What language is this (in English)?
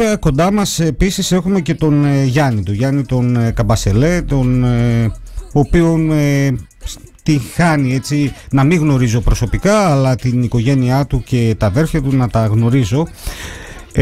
Greek